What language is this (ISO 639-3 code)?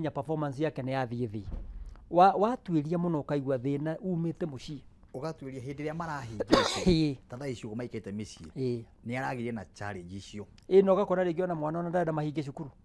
kik